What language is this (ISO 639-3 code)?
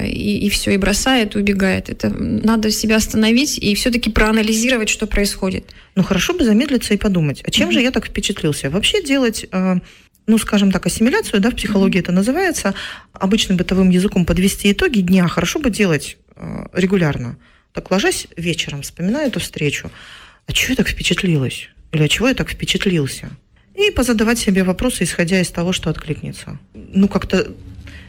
rus